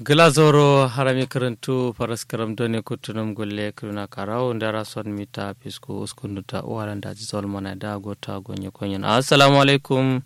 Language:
Kanuri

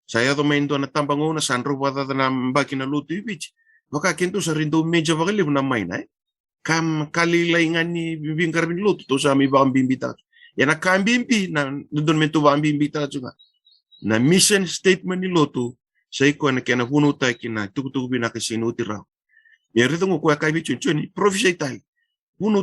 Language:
Fijian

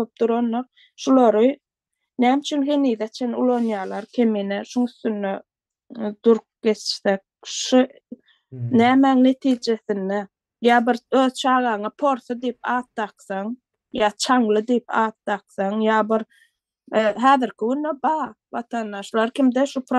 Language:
Turkmen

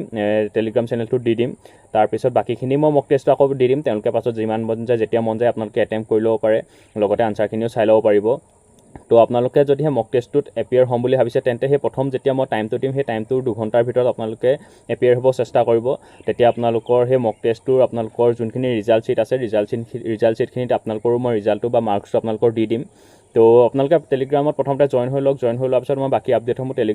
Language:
Assamese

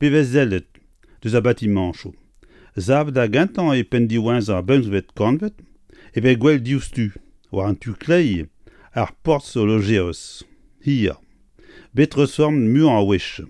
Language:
Breton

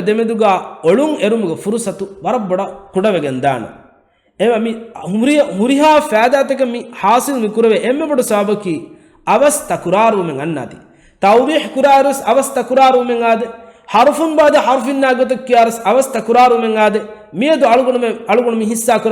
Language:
Divehi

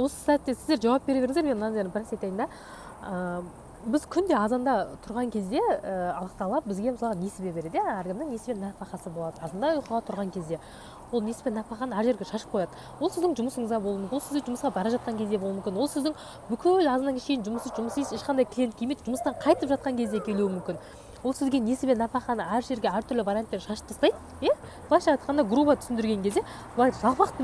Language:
Kazakh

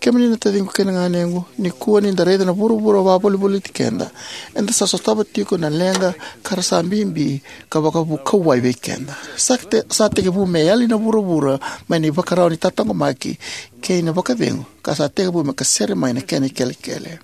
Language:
Fijian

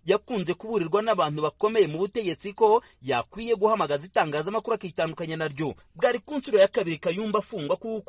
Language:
Kinyarwanda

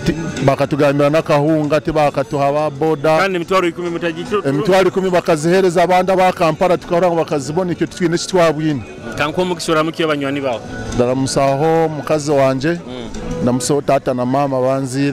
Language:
Nyoro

